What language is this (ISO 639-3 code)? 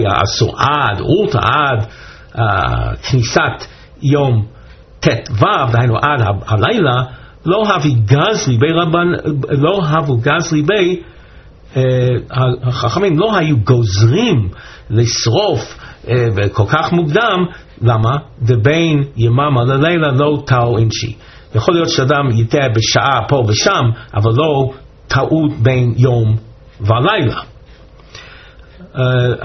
heb